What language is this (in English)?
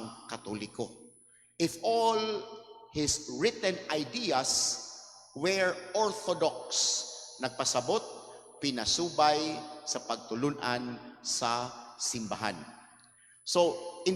Cebuano